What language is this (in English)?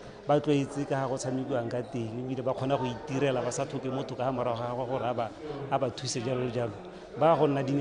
Tswana